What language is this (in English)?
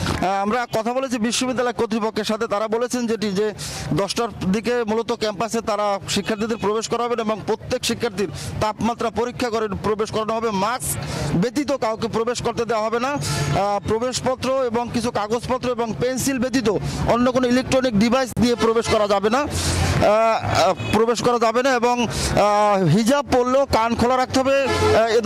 Bangla